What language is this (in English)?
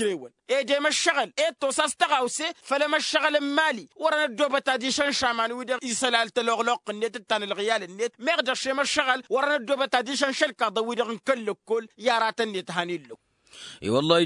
Tamasheq